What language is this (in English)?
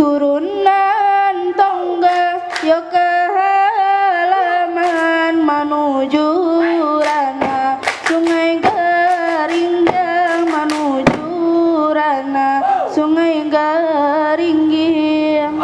Minangkabau